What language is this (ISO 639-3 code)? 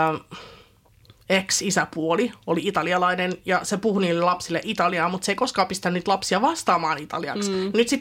fin